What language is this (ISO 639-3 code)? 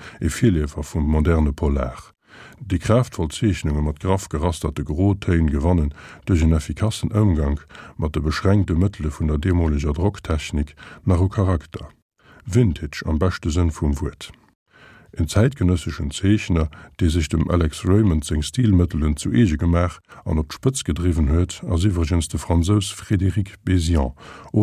ltz